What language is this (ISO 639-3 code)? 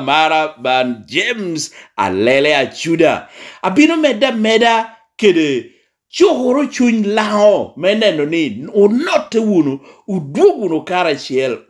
laj